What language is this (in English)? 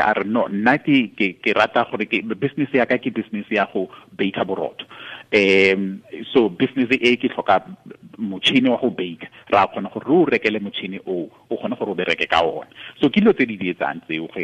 Tswana